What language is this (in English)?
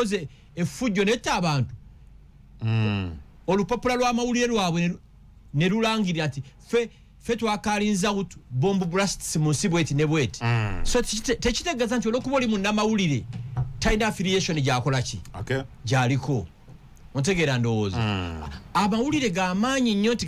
Ganda